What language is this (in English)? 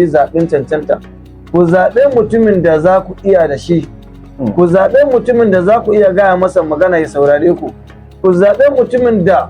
Hausa